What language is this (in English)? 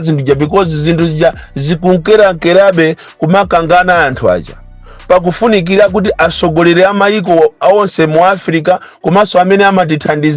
Nyanja